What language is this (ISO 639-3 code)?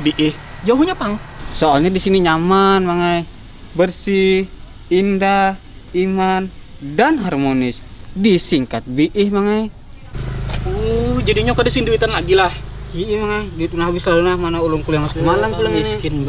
bjn